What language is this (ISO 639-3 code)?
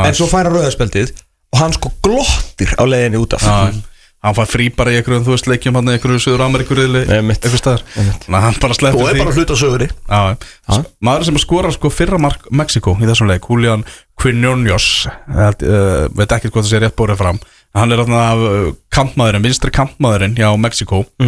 isl